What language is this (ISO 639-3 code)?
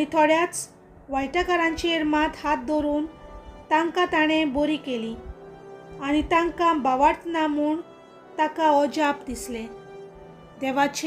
kok